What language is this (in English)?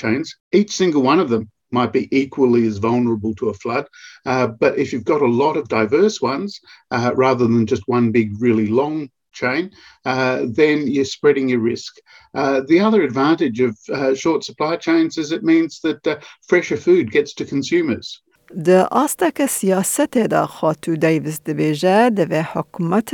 Kurdish